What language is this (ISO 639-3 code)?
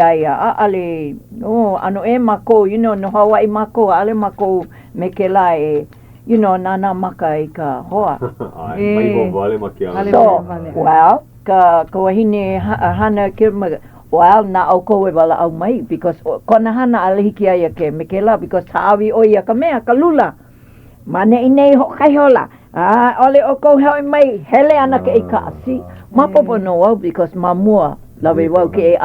haw